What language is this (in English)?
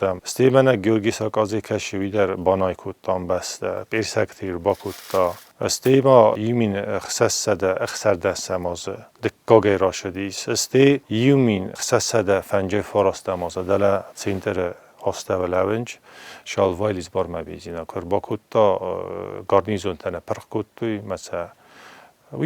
Ossetic